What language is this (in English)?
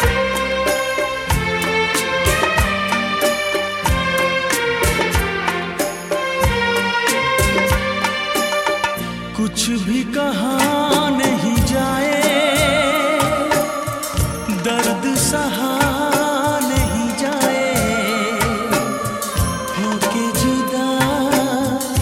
Hindi